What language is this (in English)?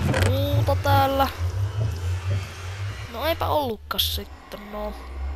Finnish